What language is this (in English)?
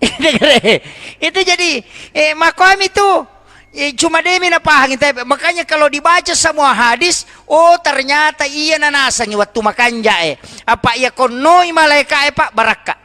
Buginese